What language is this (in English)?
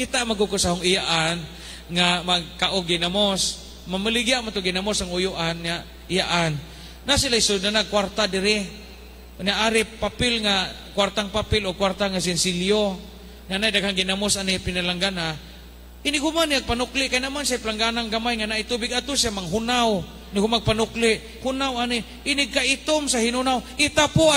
Cebuano